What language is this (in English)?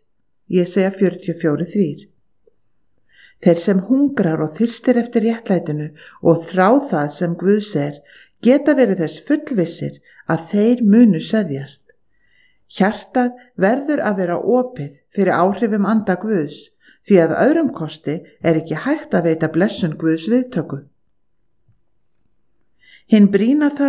Icelandic